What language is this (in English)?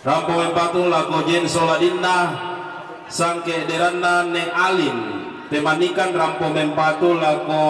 Toraja-Sa'dan